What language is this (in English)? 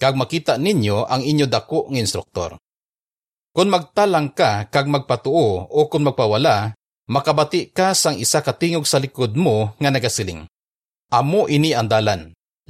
Hiligaynon